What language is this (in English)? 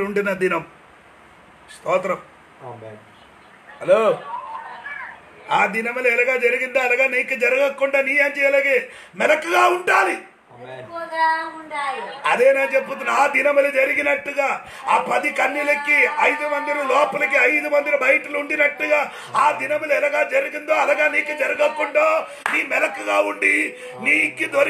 Telugu